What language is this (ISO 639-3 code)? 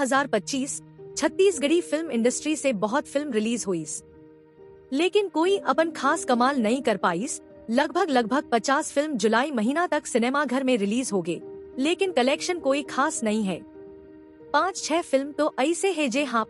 hne